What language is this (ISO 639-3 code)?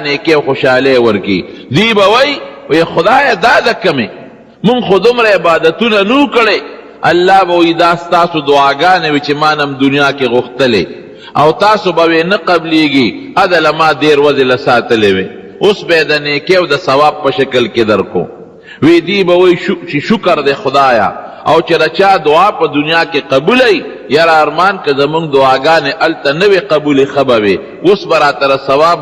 pus